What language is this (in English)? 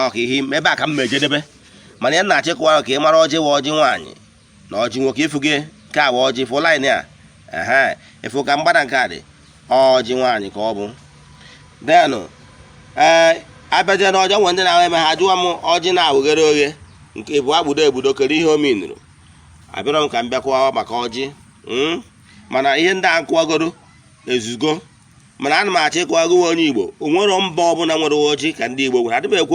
Igbo